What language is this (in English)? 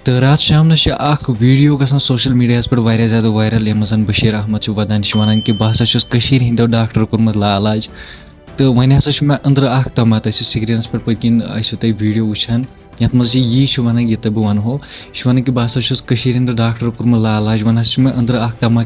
Kashmiri